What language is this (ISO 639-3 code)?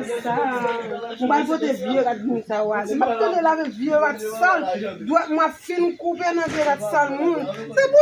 hat